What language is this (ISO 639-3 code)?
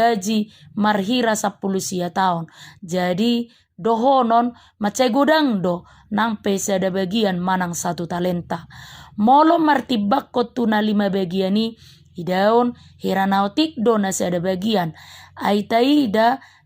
bbc